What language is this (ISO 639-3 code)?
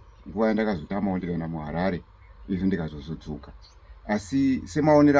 sna